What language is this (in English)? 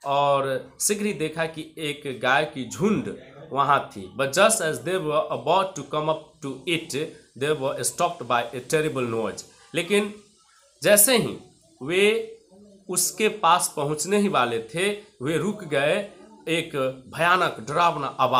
Hindi